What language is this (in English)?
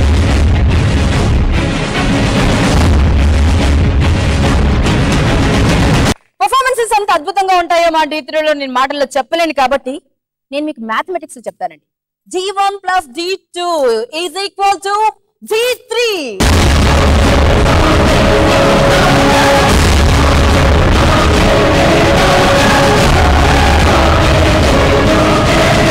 Telugu